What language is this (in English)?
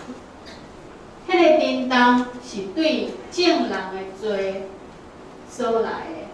Min Nan Chinese